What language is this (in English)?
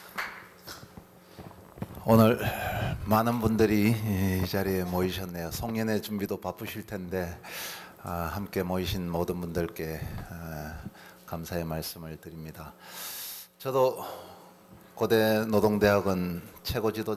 Korean